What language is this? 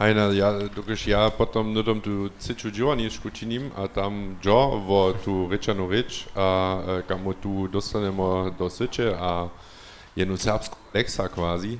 Upper Sorbian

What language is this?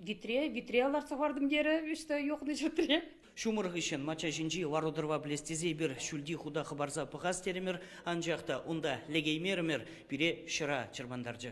Chuvash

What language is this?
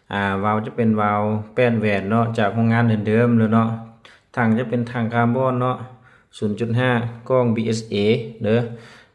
Lao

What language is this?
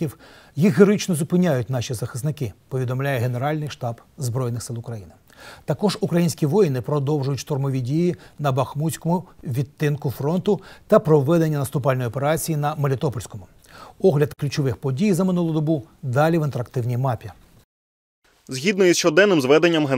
Ukrainian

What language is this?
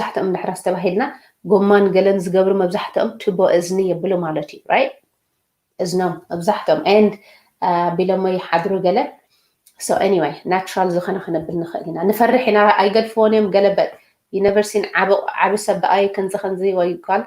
Tigrinya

